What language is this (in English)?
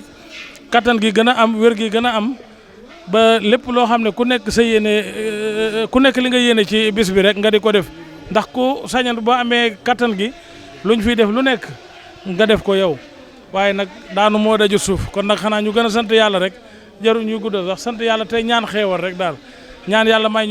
Wolof